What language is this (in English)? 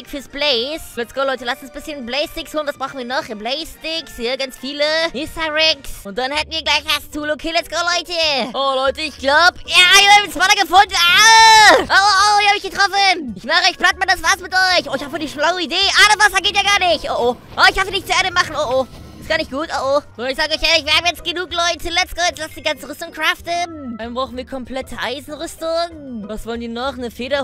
German